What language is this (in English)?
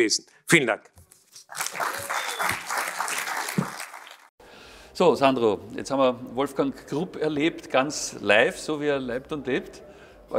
German